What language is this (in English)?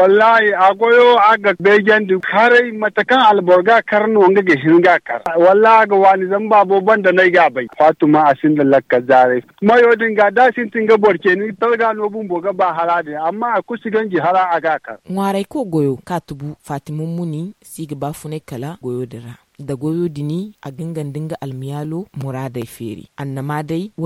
Zarma